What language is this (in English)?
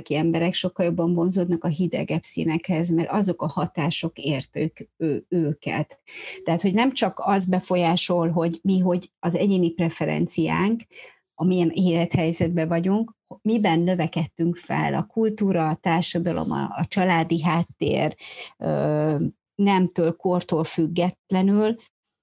Hungarian